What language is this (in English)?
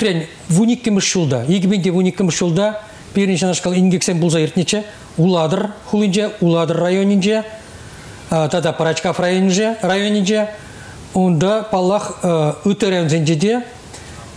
Chuvash